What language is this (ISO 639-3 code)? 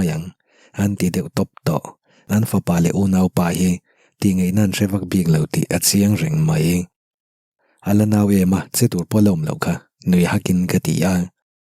lus